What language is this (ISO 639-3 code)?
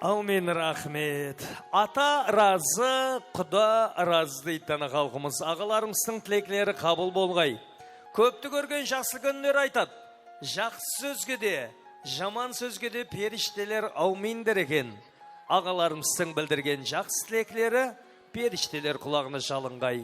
kaa